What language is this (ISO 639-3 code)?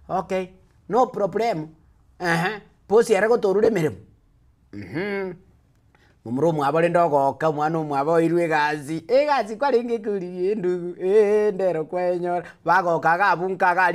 guz